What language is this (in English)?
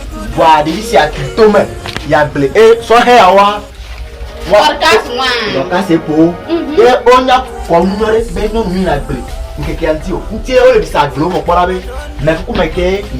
Ewe